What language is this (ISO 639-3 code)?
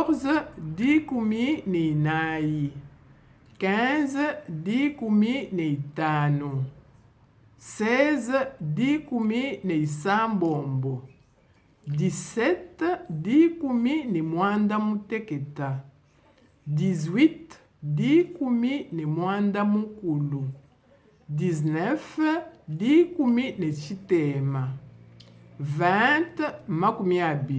lua